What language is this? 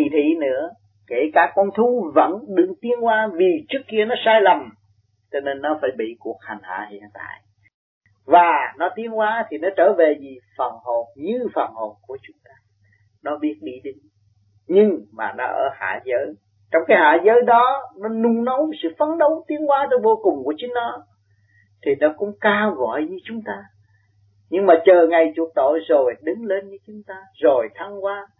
Vietnamese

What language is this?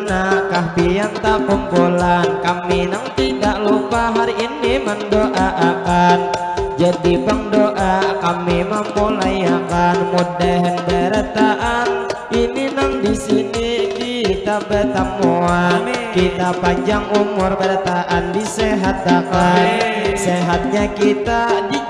Banjar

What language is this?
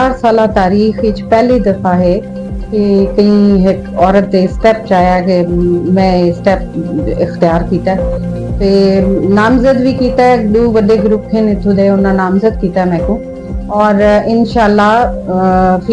Saraiki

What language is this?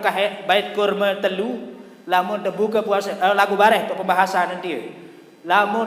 Sasak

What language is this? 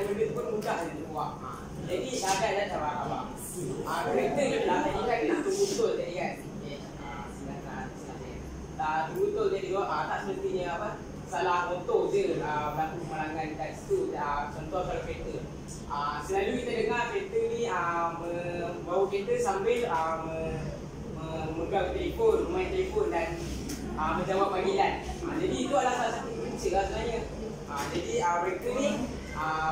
Malay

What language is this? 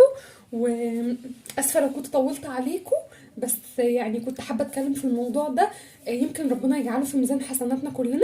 Egyptian Arabic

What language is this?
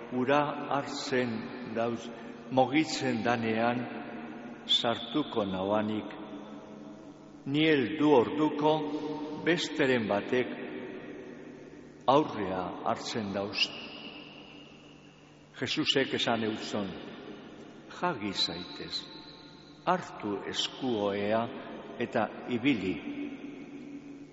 Basque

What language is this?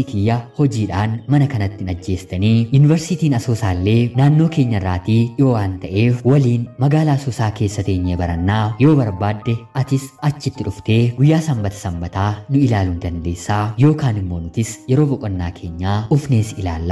Oromo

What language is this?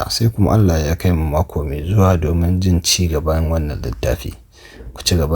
Hausa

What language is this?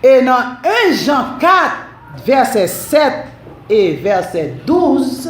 Haitian Creole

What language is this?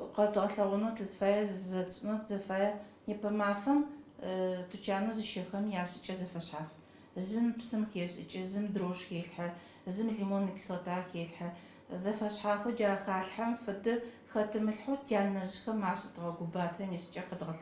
Adyghe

